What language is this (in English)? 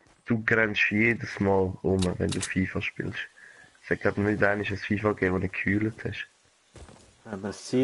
Swiss German